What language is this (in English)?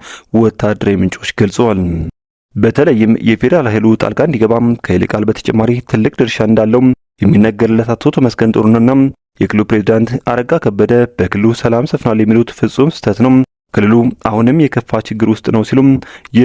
Amharic